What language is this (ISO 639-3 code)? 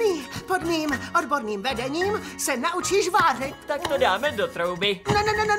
ces